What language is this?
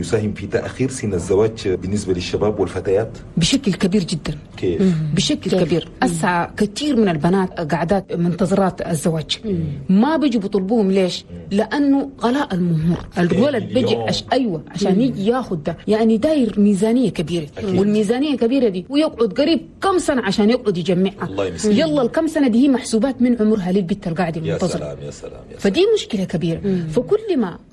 Chadian Arabic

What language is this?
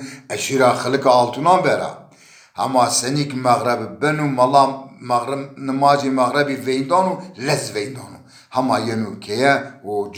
Zaza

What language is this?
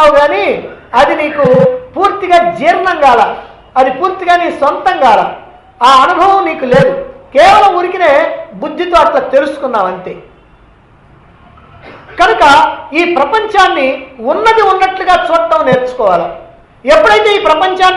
Telugu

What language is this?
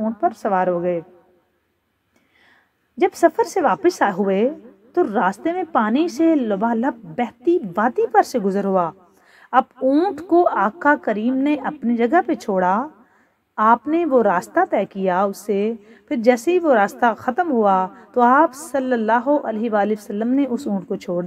Urdu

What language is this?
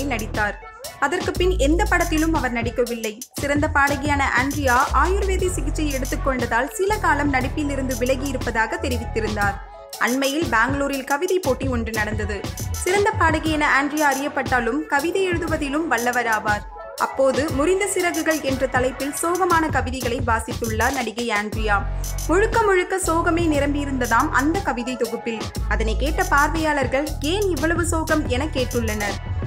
Tamil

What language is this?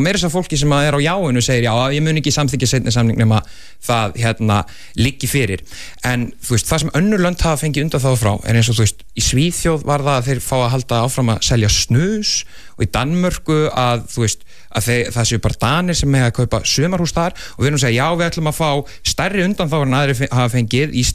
Icelandic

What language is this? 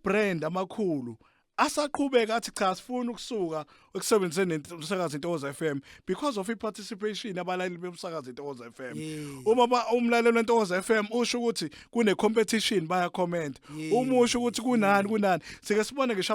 Zulu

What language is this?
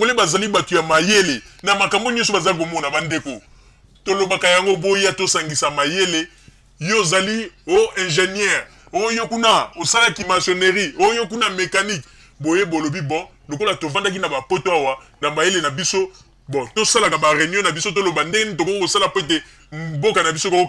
Lingala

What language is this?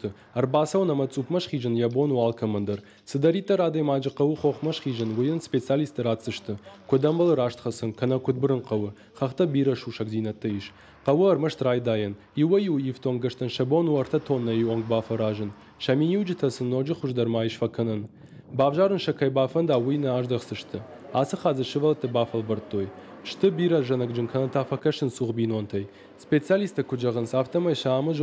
Ossetic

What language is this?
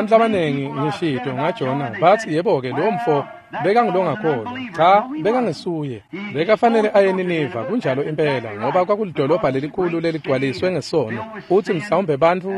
Swati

